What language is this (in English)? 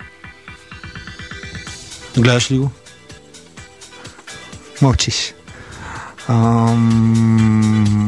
Bulgarian